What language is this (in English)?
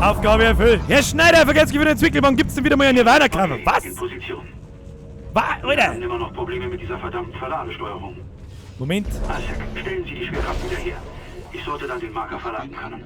Bavarian